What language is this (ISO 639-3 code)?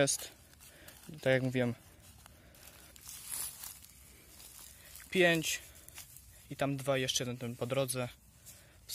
pol